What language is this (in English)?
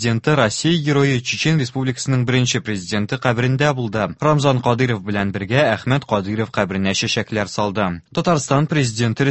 Tatar